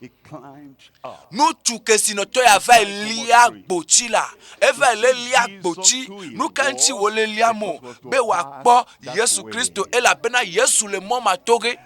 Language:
Ewe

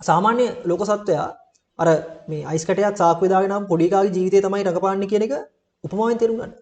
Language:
Sinhala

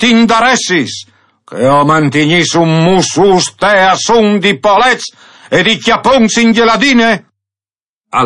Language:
Friulian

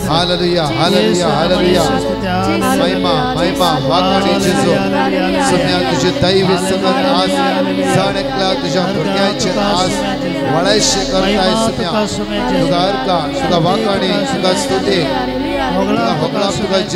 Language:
Konkani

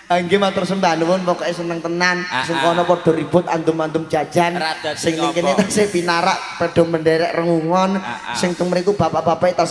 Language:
Javanese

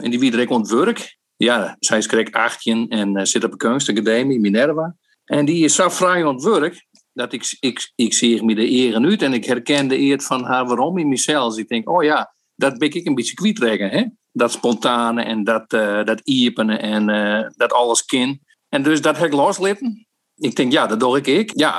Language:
Western Frisian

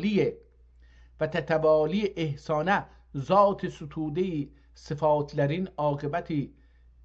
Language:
South Azerbaijani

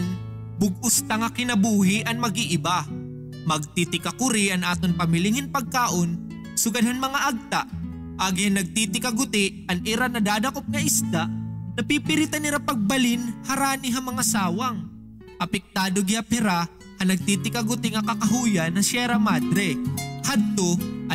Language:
Waray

